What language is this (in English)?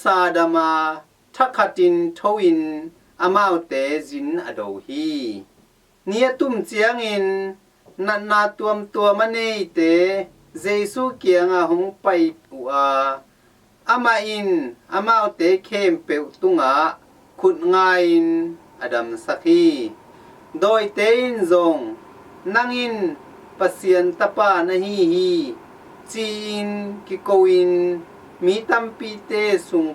Tedim Chin